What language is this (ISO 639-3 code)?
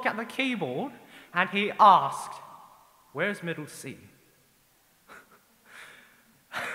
eng